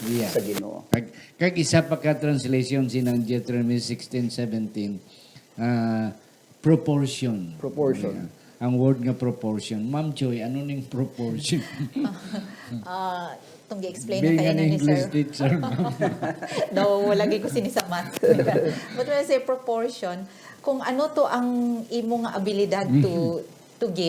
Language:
Hiligaynon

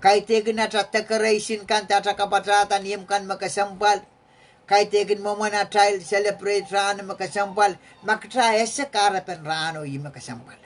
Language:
Pohnpeian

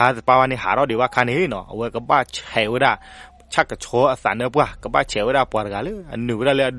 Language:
S'gaw Karen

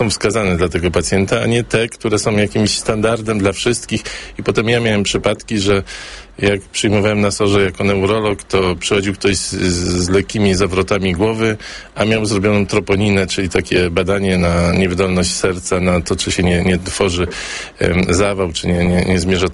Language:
Polish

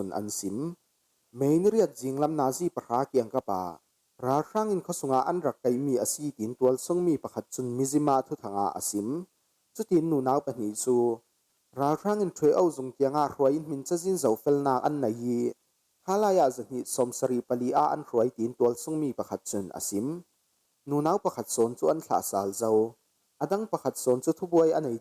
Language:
Falam Chin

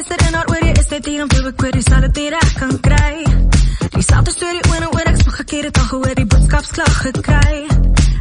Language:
Afrikaans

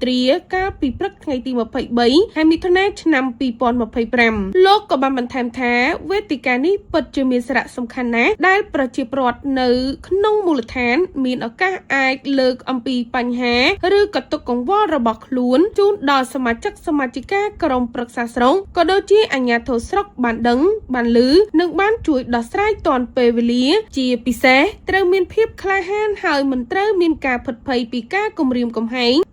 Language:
Khmer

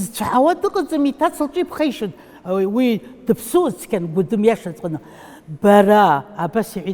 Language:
Abkhazian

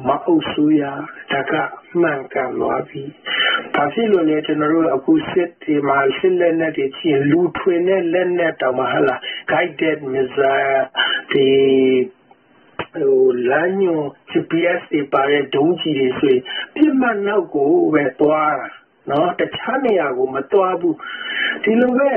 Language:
Burmese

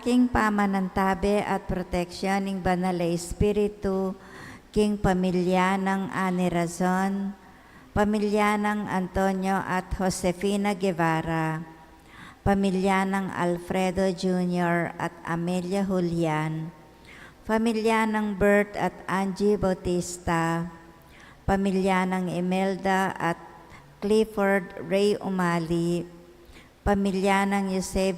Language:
Pampanga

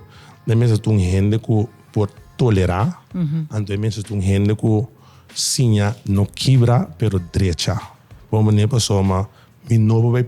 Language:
Papiamento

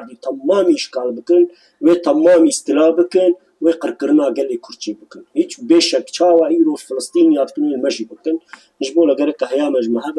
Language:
Kurdish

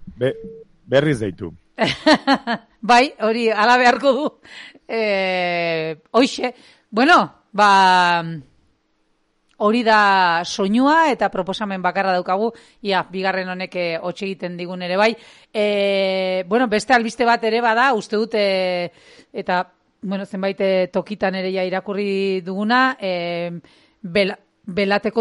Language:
Basque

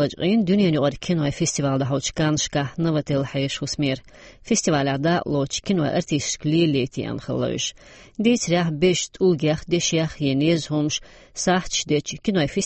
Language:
Chechen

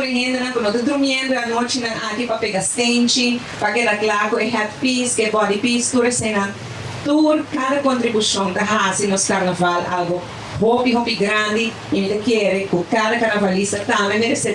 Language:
Papiamento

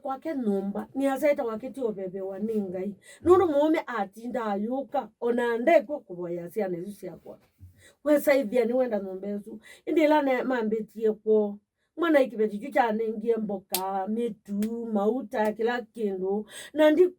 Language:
Kamba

